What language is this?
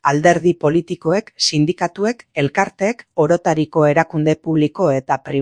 Basque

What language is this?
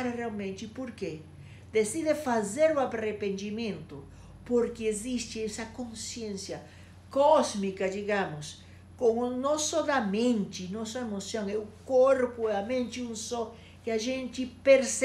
Portuguese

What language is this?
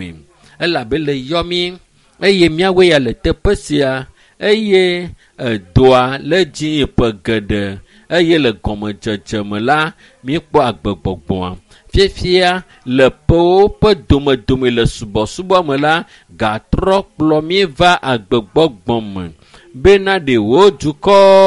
Ewe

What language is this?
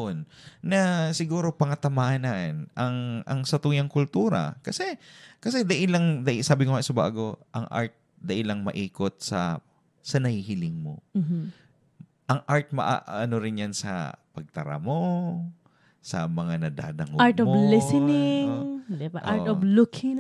Bikol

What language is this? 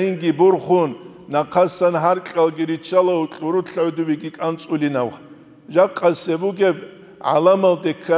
Avaric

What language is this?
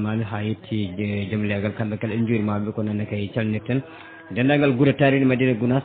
Fula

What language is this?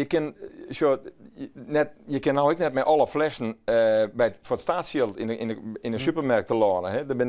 Western Frisian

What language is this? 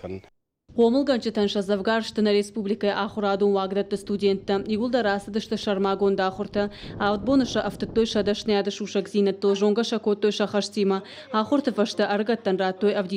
Ossetic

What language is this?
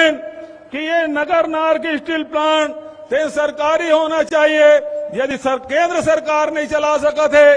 Chhattisgarhi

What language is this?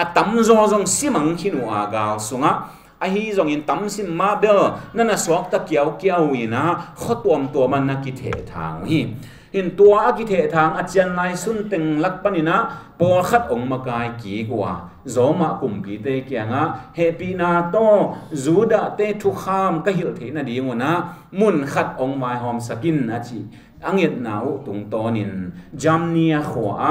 Tedim Chin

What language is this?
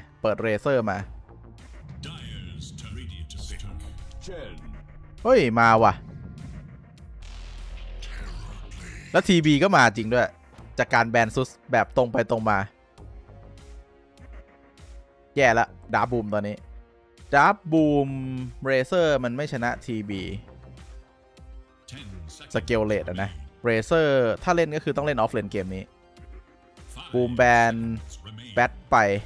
Thai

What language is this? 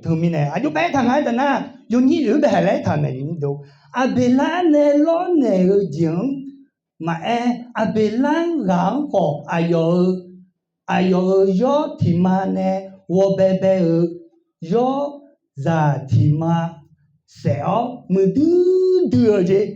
Akha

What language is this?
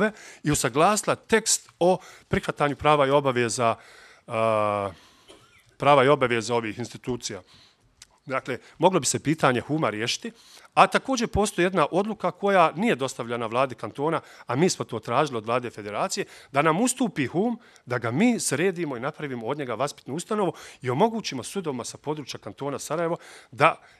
Bosnian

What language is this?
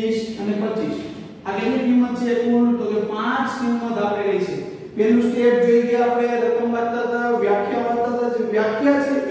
Gujarati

